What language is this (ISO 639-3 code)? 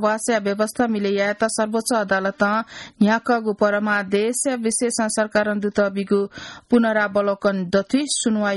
new